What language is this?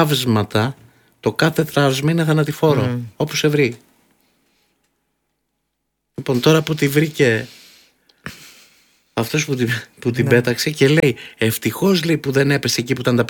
Greek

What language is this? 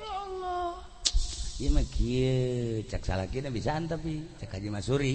Sundanese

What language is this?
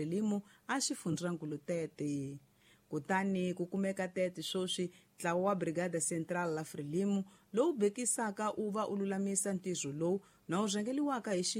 Tsonga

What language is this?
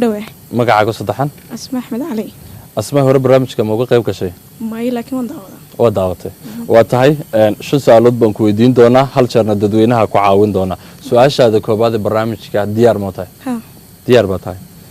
Somali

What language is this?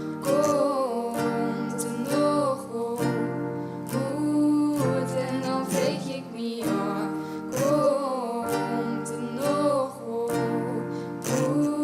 Western Frisian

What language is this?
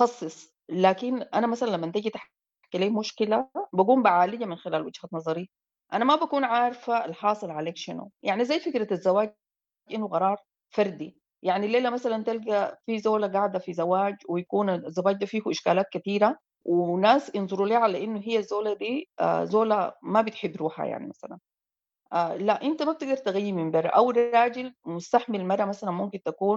Sudanese Arabic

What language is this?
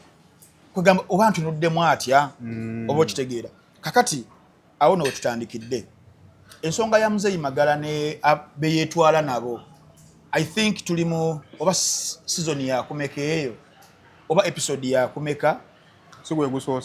Ganda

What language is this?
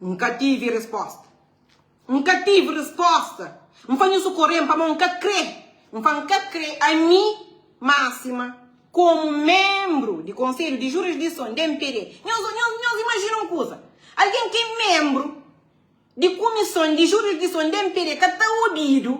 Kabuverdianu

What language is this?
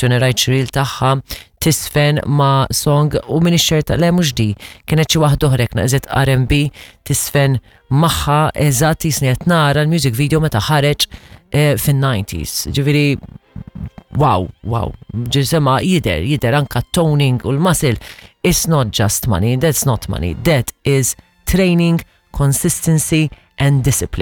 Maltese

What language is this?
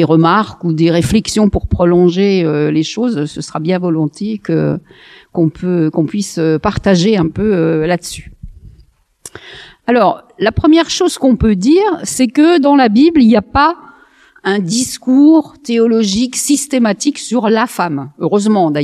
French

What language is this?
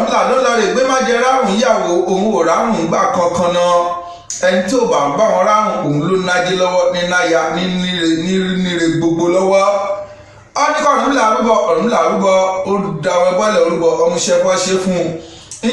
Yoruba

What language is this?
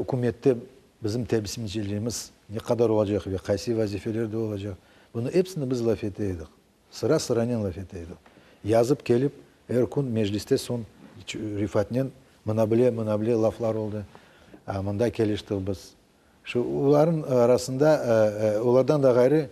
Crimean Tatar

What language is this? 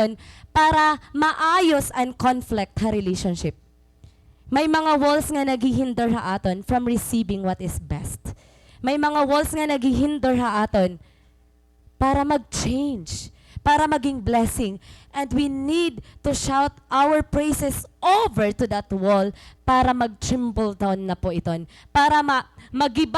Waray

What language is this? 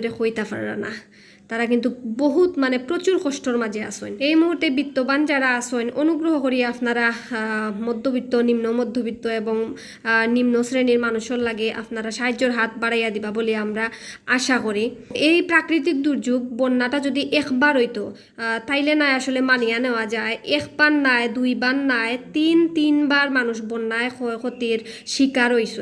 Sylheti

